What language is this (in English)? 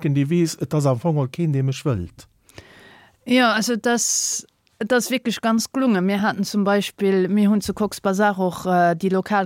Luxembourgish